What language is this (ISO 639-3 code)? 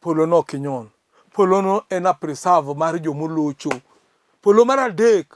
luo